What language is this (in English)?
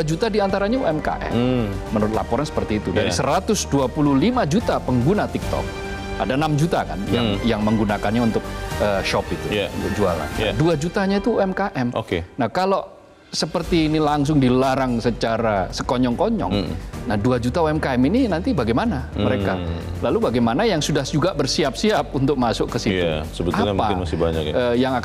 Indonesian